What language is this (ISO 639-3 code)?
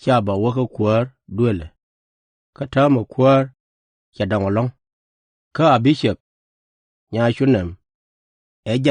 nus